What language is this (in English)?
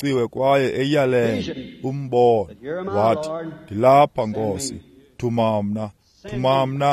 Xhosa